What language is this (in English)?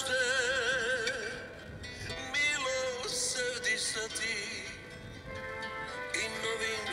Serbian